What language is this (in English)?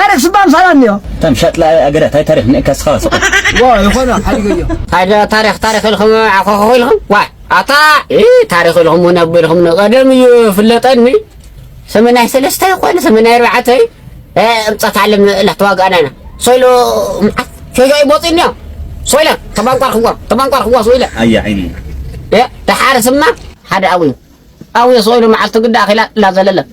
Tigrinya